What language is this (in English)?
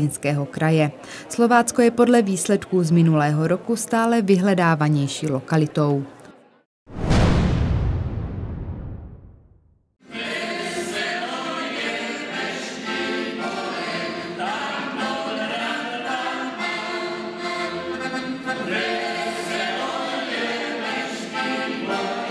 Czech